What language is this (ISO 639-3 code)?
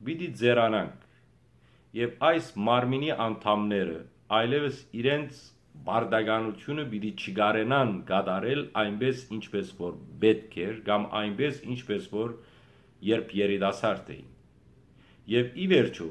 hyw